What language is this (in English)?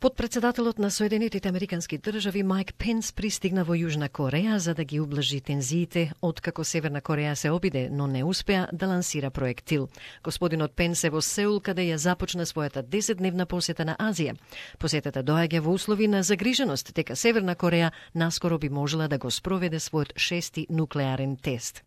Macedonian